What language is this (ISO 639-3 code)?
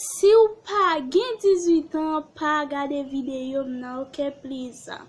hat